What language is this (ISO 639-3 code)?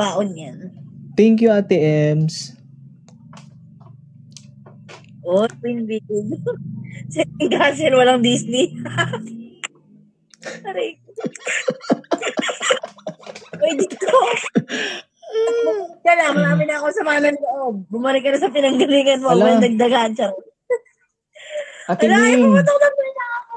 fil